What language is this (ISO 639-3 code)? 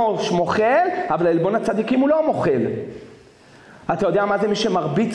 heb